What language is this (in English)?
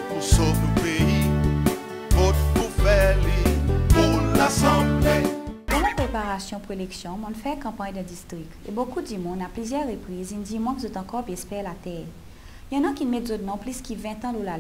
Seselwa Creole French